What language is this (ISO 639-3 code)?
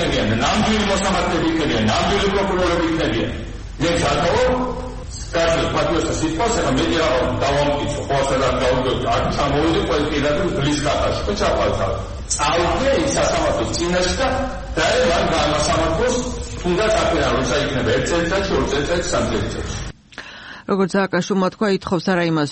kat